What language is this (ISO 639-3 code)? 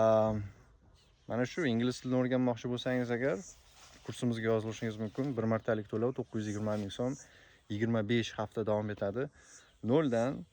uzb